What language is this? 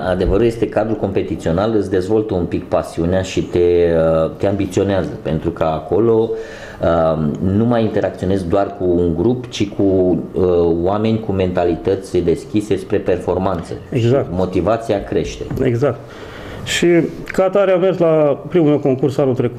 Romanian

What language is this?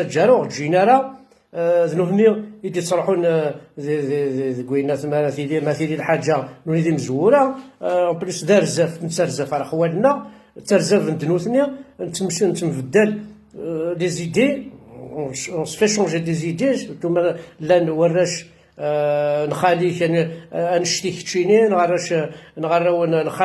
Kabyle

